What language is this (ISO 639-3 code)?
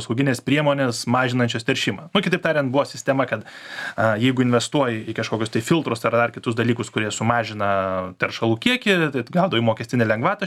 lit